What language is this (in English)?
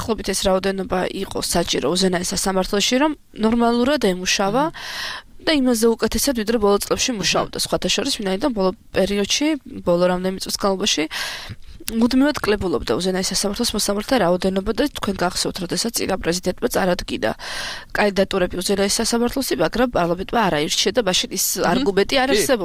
Georgian